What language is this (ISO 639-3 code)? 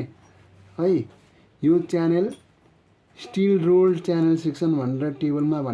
nep